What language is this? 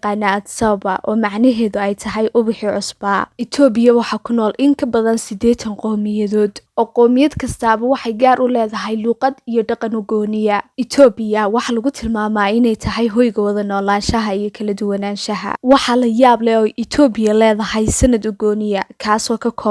Somali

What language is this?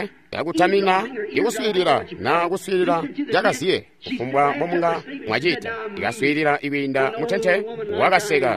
Tonga (Zambia)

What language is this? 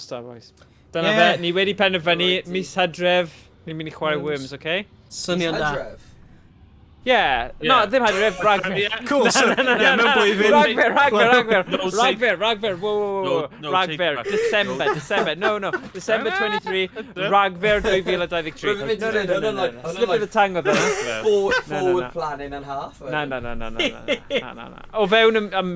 Welsh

